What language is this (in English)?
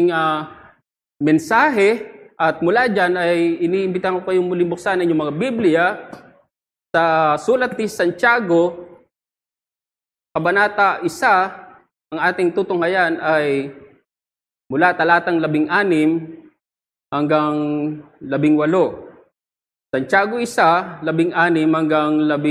Filipino